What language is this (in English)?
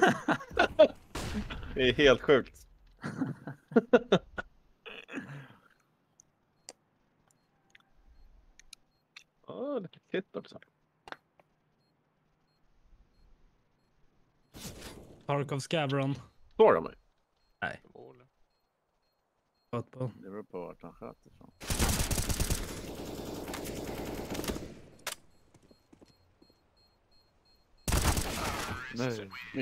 Swedish